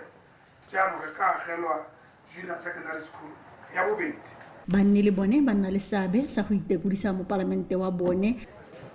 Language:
Tswana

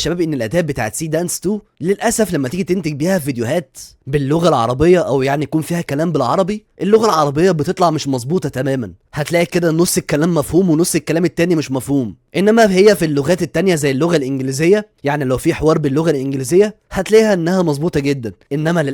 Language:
Egyptian Arabic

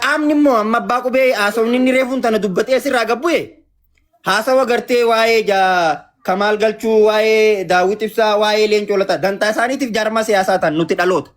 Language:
Oromo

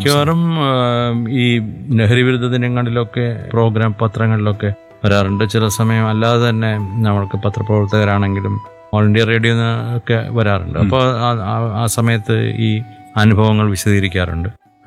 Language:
Malayalam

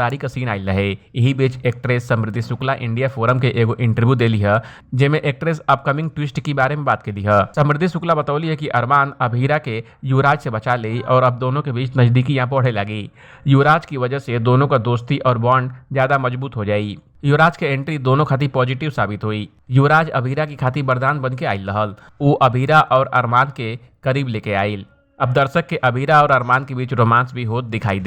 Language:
Bhojpuri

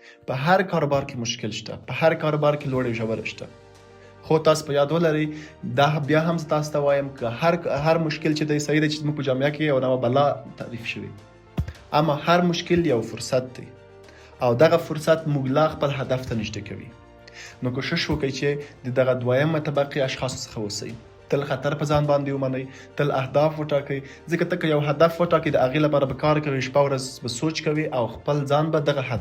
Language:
Pashto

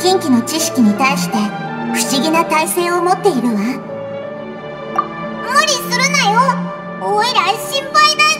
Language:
Japanese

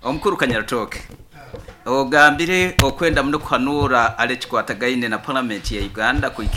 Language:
Nyoro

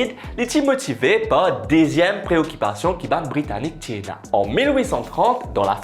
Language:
Morisyen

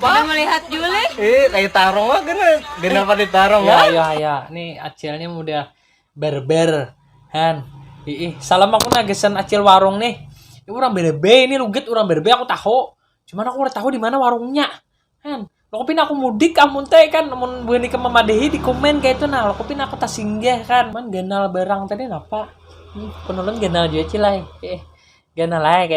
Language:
Banjar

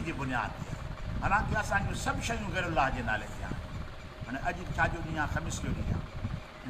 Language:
Sindhi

